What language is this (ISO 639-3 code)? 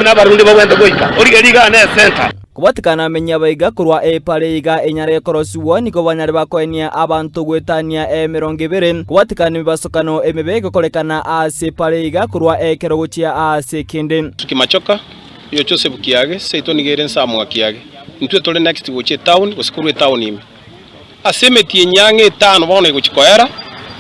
guz